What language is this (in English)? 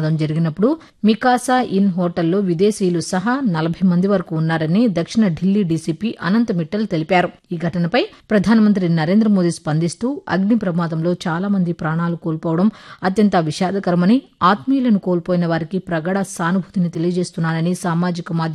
Telugu